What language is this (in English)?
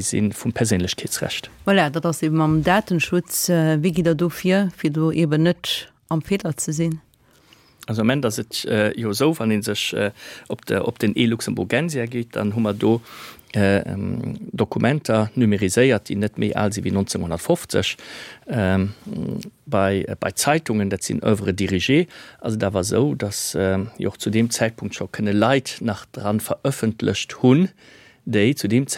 Luxembourgish